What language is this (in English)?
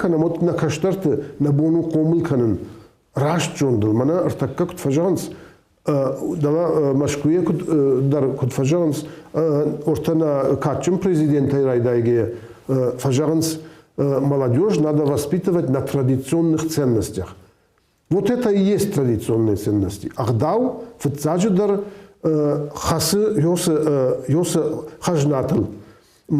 Ossetic